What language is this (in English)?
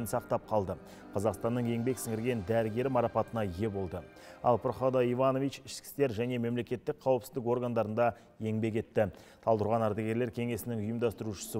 Kazakh